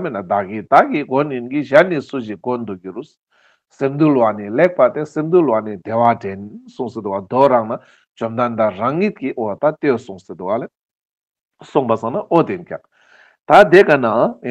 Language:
Ladakhi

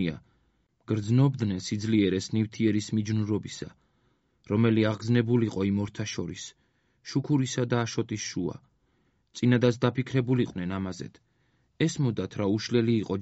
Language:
Georgian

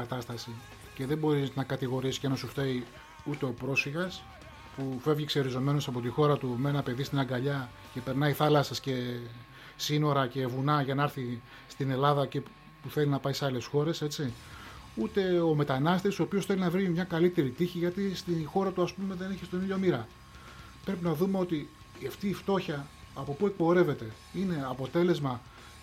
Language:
Greek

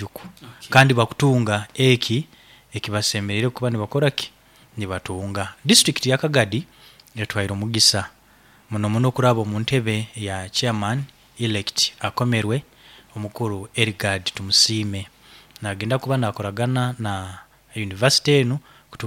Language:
Nyankole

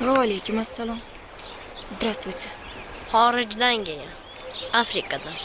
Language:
Uzbek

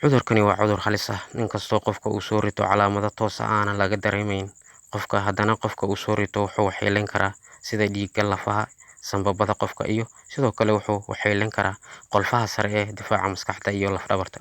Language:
Somali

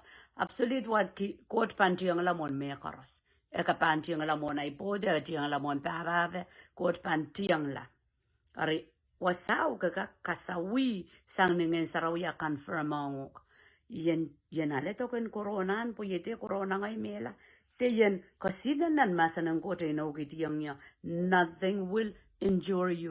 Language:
Pohnpeian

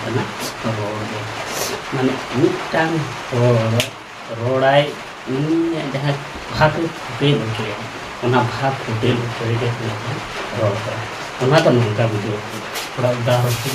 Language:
Santali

